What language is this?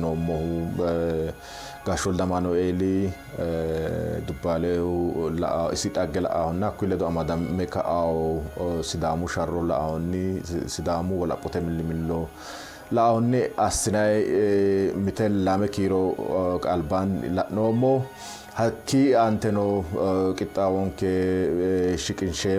Sidamo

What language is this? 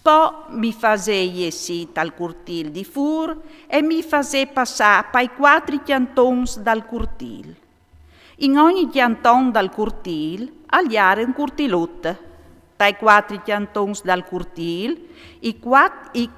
Friulian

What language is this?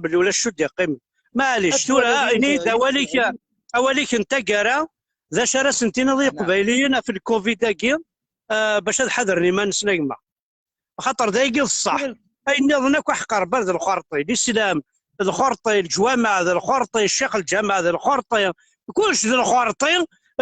Kabyle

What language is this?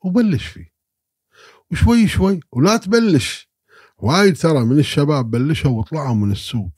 Gulf Arabic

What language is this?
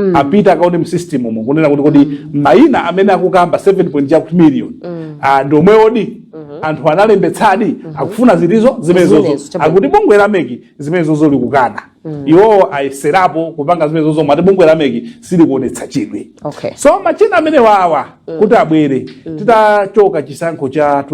Nyanja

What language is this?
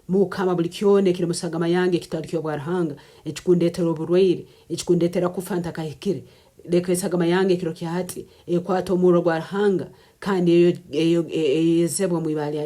Nyankole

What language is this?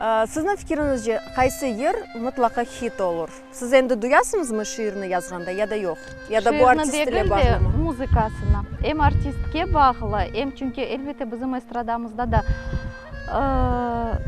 Crimean Tatar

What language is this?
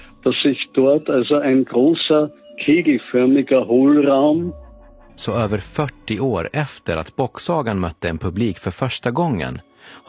Swedish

